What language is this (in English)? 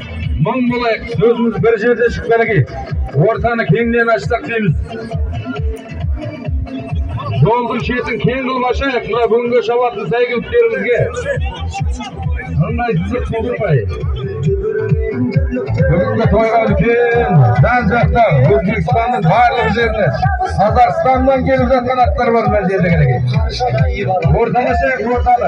Kazakh